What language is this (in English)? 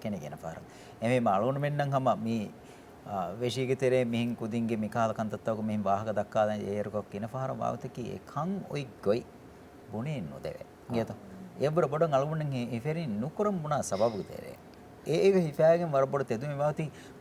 Divehi